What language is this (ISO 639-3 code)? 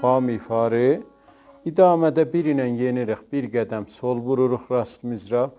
azb